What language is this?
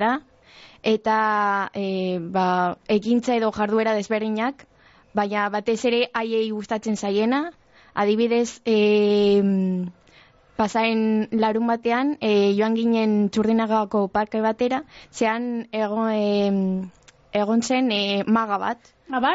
Basque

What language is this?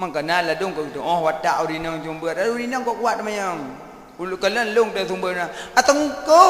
Achinese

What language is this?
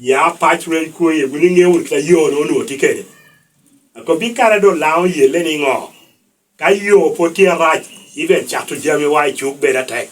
Lango (Uganda)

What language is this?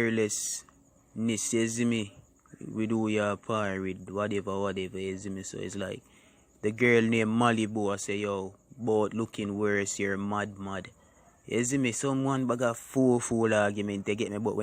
Jamaican Creole English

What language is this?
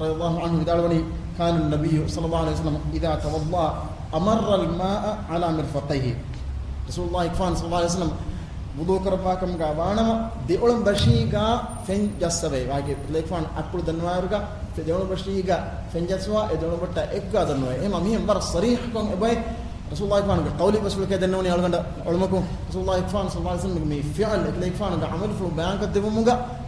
Divehi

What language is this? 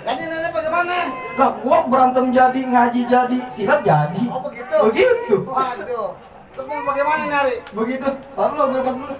Betawi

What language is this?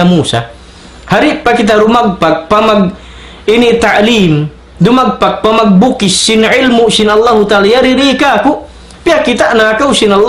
Tausug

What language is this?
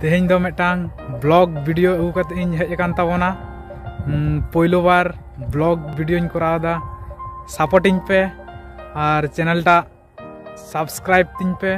Santali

